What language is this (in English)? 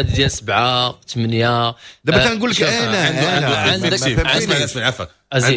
Moroccan Arabic